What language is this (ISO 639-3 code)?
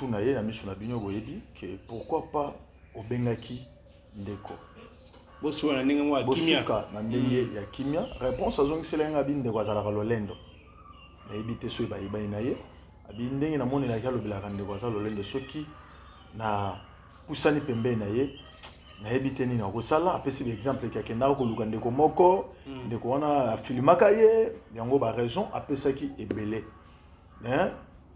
lin